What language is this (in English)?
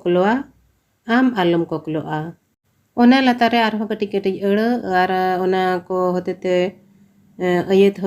Santali